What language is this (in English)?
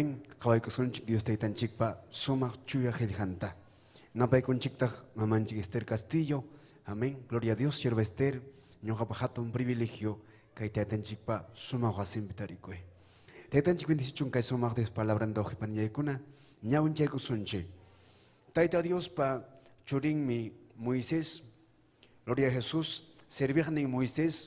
Ayacucho Quechua